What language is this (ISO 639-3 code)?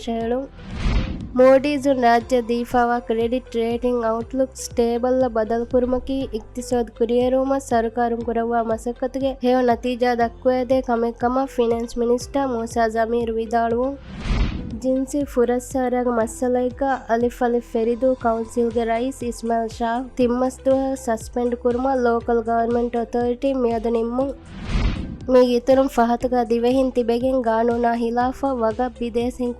div